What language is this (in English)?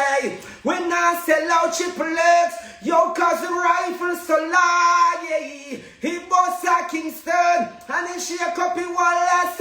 Jamaican Creole English